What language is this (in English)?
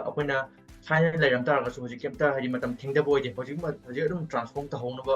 Manipuri